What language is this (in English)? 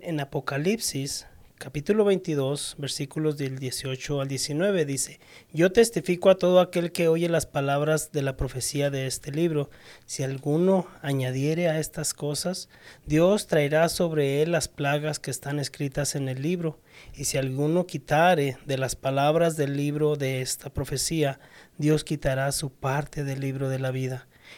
Spanish